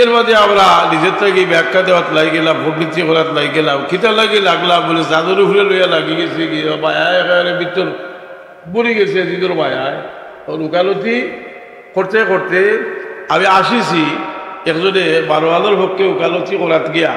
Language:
Sylheti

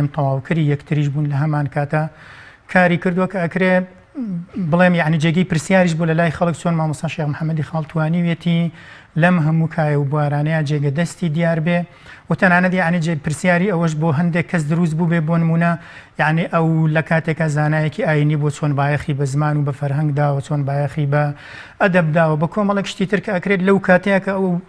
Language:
Central Kurdish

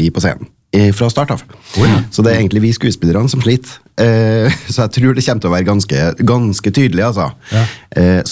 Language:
Norwegian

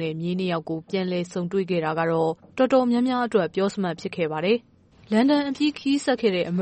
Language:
Burmese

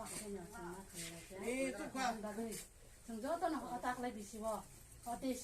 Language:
Kok Borok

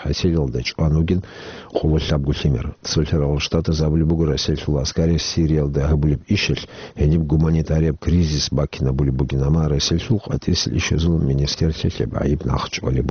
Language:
Avaric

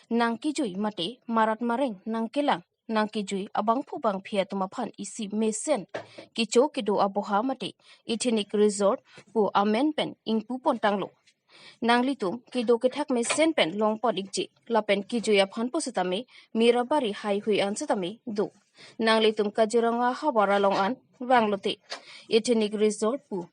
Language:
Karbi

